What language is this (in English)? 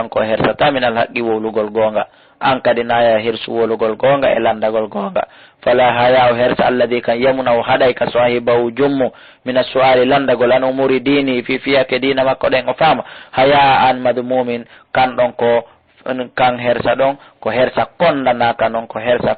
Fula